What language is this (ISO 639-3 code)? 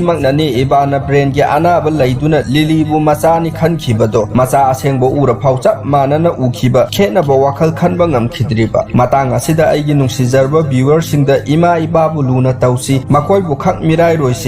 mni